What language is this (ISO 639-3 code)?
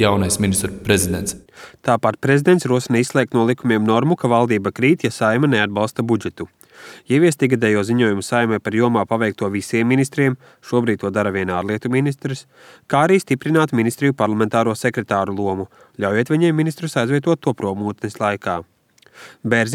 lav